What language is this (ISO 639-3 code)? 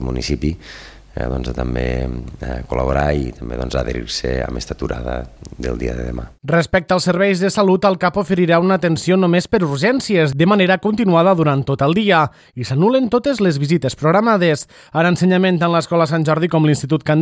cat